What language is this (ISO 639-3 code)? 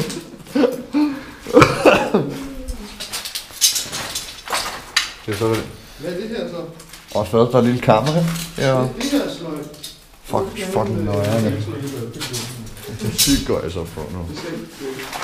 dan